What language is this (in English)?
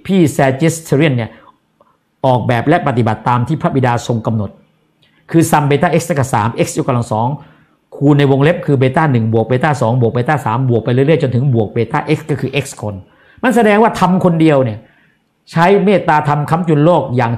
Thai